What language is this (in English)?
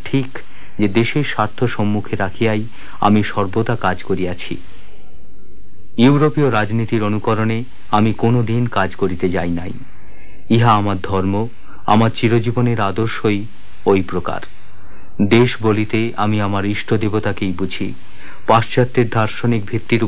Bangla